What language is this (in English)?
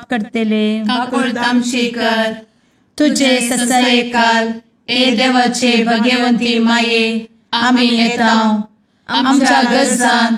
Konkani